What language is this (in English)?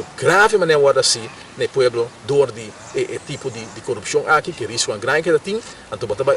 Papiamento